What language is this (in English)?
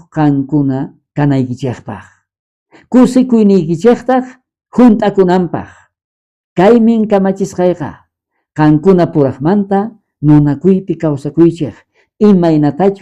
South Bolivian Quechua